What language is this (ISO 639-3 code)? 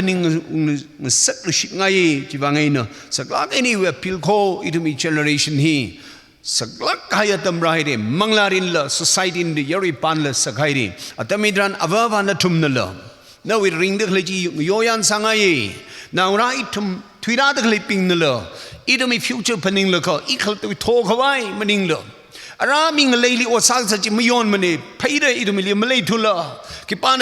nmf